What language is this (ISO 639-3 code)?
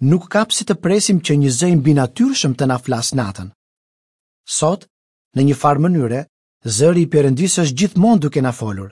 sqi